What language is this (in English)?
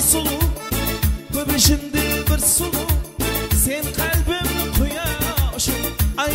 Kara-Kalpak